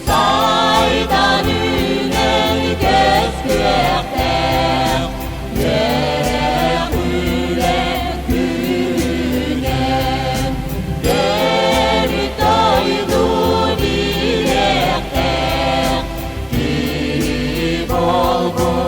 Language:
Yakut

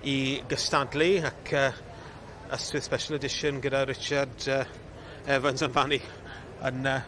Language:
Welsh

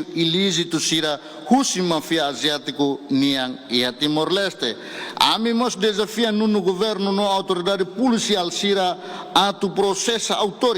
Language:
Tetum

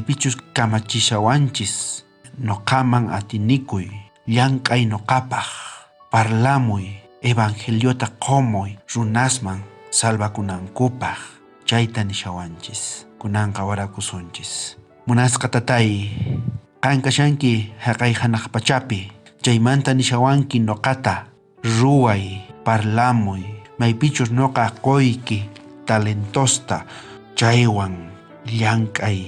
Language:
South Bolivian Quechua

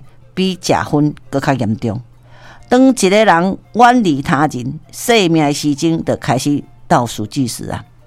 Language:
Min Nan Chinese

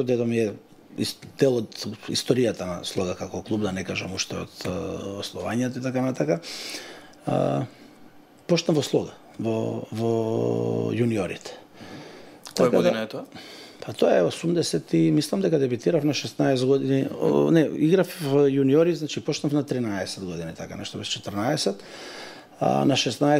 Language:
Macedonian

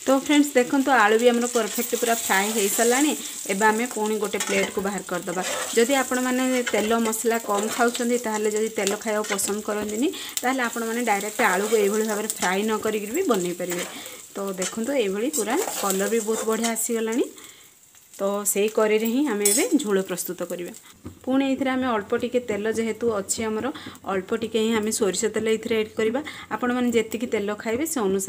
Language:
Odia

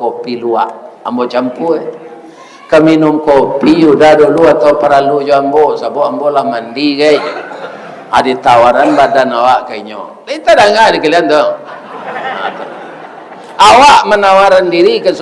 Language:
Minangkabau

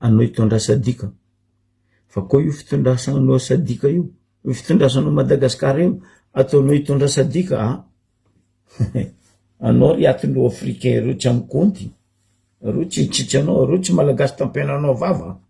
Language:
Malagasy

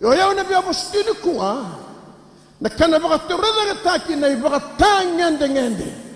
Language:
Fijian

